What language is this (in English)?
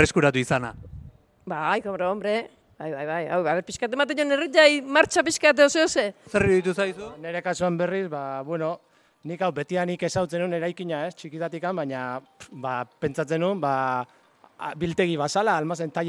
Basque